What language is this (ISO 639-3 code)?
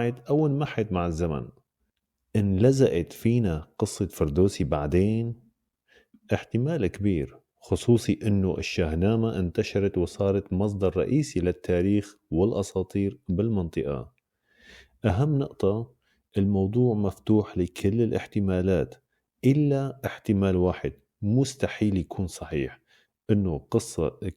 apc